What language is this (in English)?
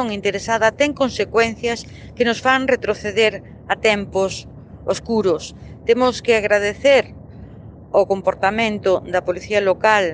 Galician